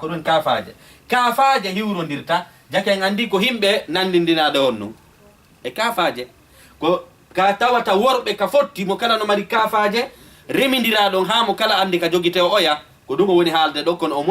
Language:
Fula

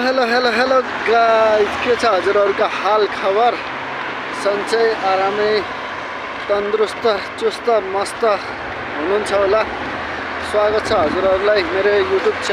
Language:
Nepali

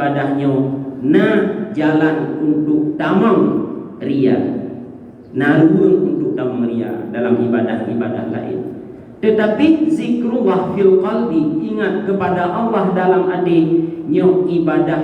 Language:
Achinese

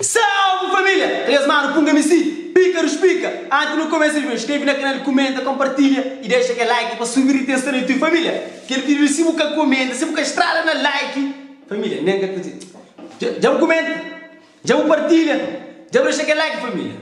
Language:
Kabuverdianu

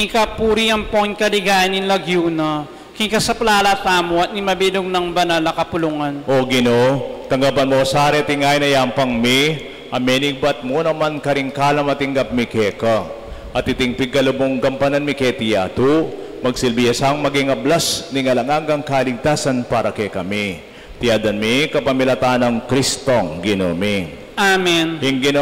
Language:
Pampanga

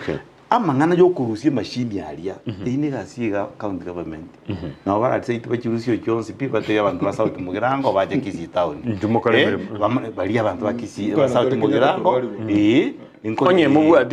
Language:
Gusii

